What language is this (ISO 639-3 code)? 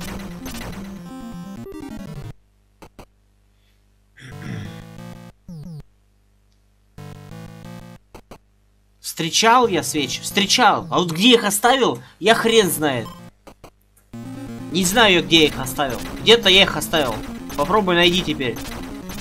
rus